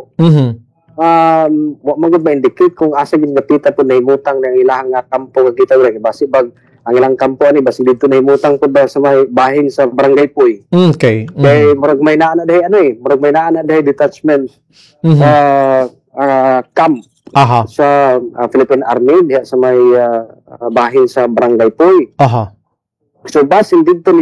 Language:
Cebuano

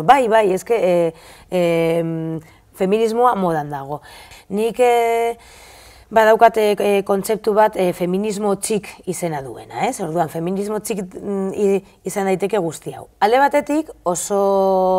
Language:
Basque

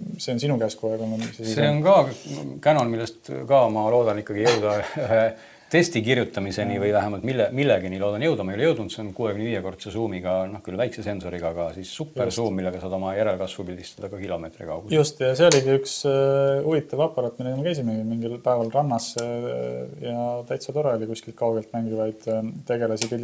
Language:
Estonian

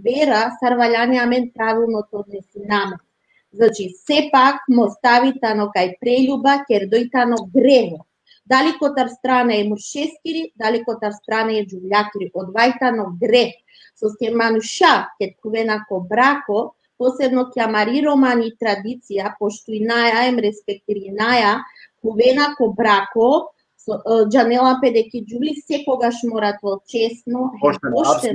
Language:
Balkan Romani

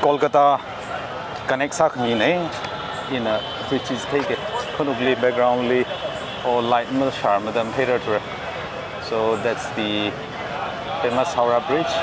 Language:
Tangkhul Naga (India)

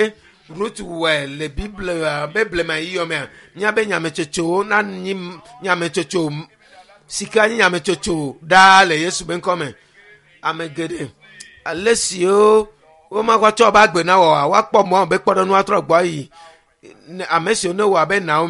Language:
Ewe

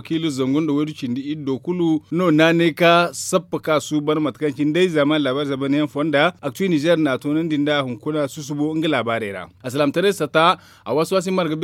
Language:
Zarma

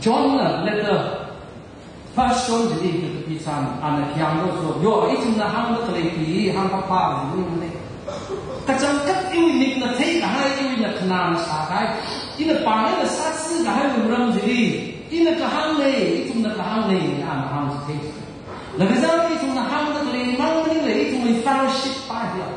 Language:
Tangkhul Naga (India)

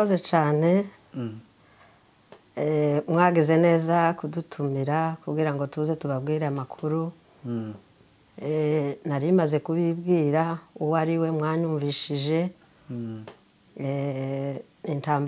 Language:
Kinyarwanda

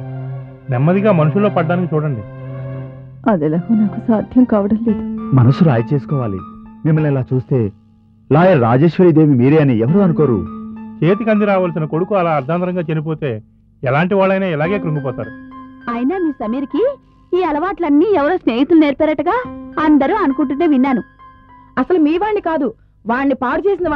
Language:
Telugu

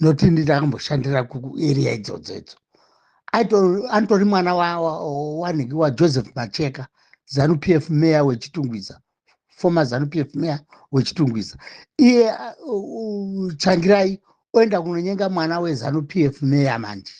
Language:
Shona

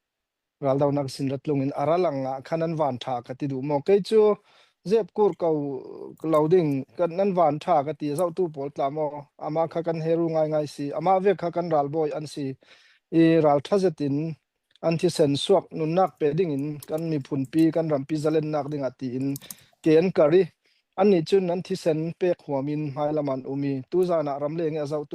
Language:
Falam Chin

